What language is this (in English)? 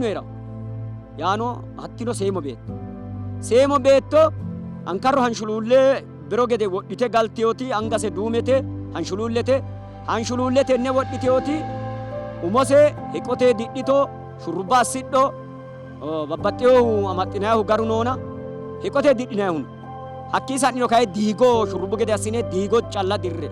Sidamo